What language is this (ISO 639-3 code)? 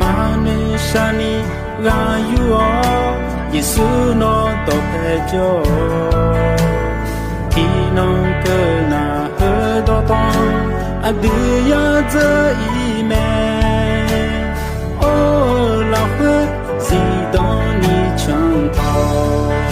ahk